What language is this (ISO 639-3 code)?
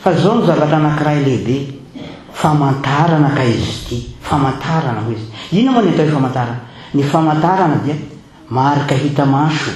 mlg